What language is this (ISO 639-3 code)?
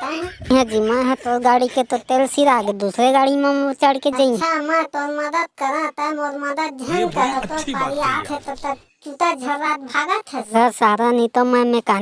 hne